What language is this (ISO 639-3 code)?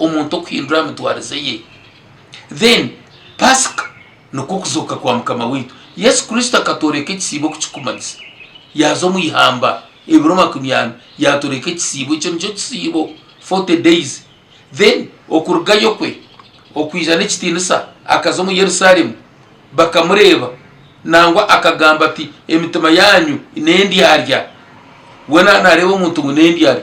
nyn